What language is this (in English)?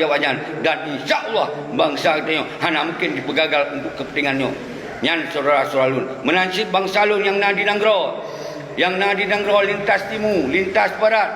Achinese